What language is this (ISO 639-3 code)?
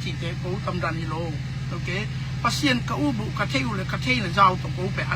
ctd